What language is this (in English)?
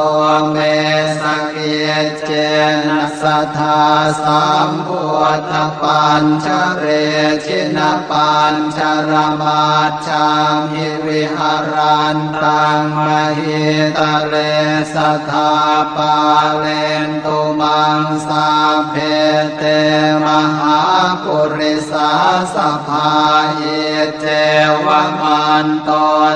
Pali